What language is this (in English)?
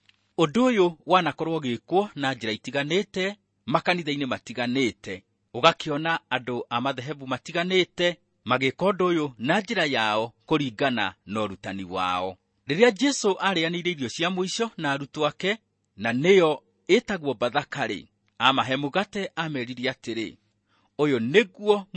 Kikuyu